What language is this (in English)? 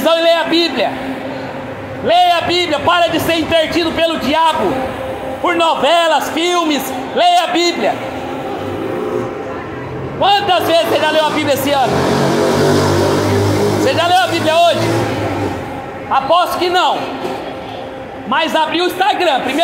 Portuguese